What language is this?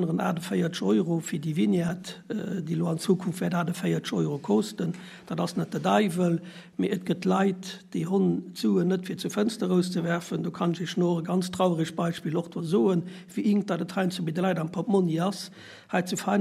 Luxembourgish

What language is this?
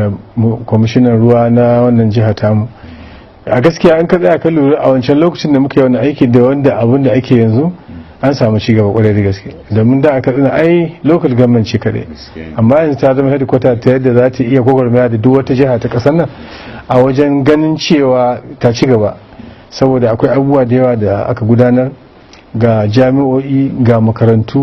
Hausa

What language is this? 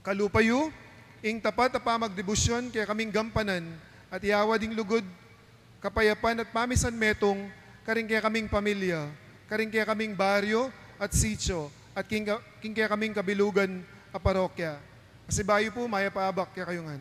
Pampanga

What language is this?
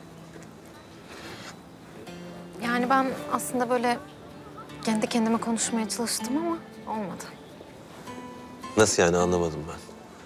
Turkish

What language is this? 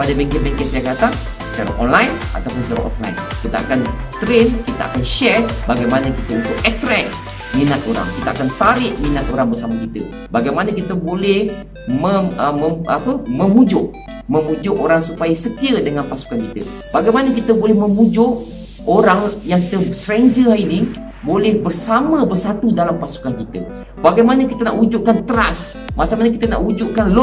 Malay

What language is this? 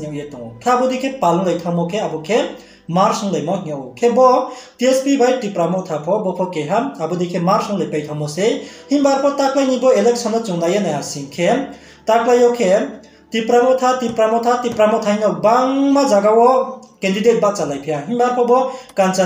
Riang (India)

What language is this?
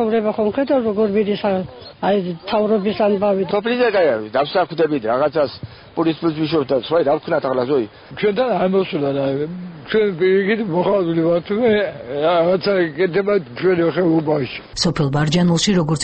Georgian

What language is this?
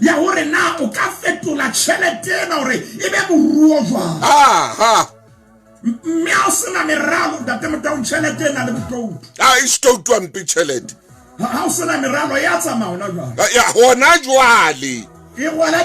Southern Sotho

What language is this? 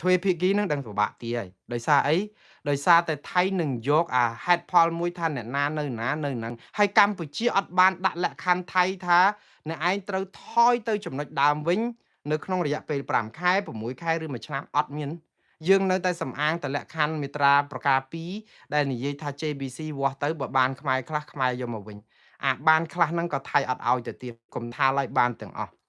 Khmer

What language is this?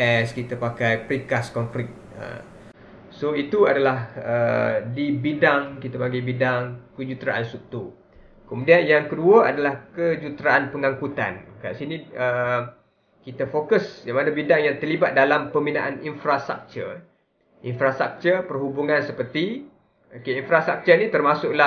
Malay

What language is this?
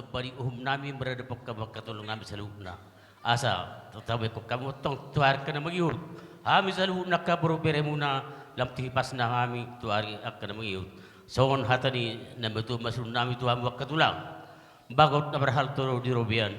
Batak Toba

